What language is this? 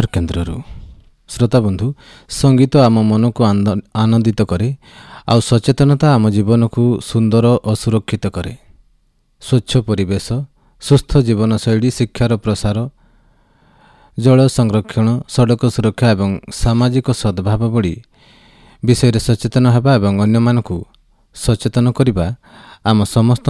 Odia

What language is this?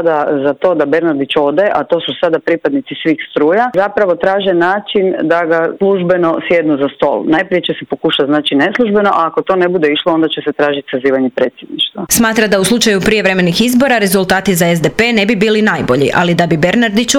Croatian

